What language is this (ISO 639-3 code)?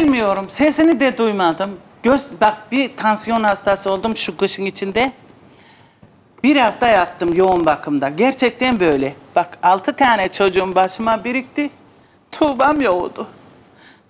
tur